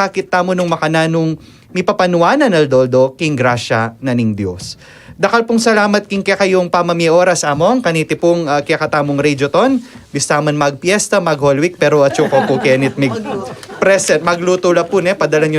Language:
Pampanga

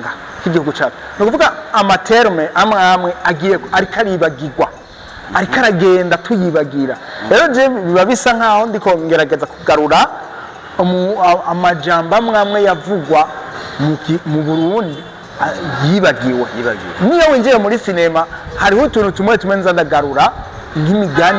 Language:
Rundi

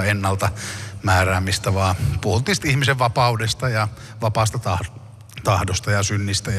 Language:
Finnish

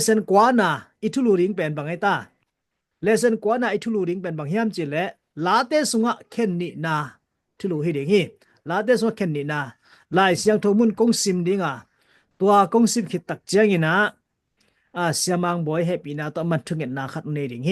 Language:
Tedim Chin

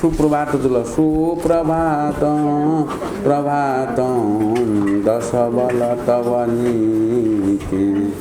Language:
Newari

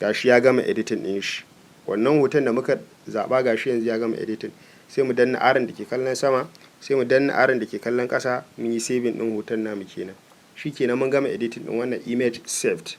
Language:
Hausa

